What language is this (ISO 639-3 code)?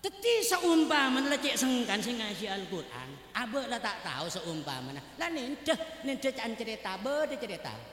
mad